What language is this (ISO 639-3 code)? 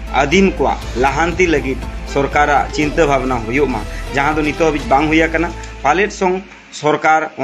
sat